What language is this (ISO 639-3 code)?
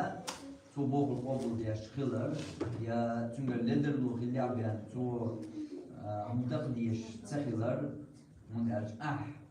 che